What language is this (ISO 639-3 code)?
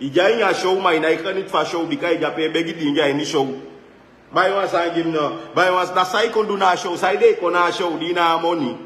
srn